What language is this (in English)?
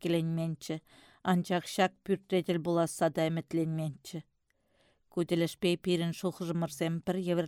Chuvash